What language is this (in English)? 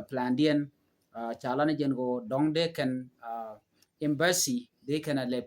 Nuer